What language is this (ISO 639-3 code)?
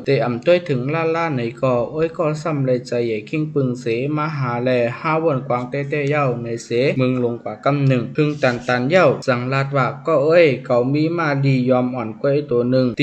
shn